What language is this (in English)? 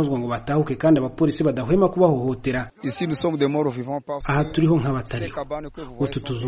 Kinyarwanda